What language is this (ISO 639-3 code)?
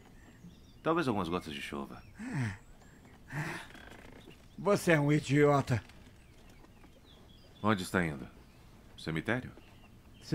por